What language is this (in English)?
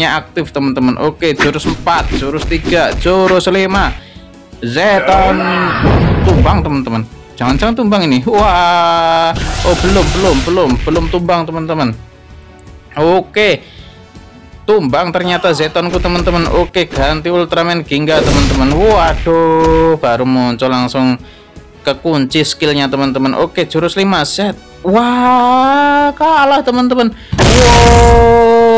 Indonesian